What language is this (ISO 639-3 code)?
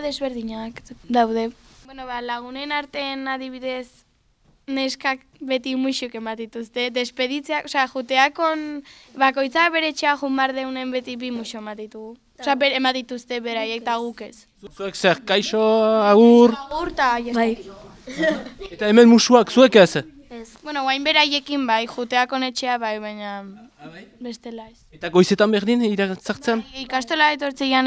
eus